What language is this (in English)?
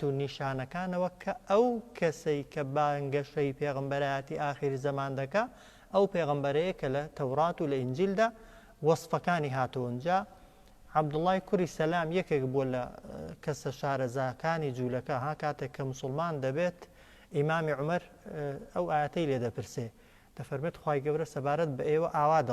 Central Kurdish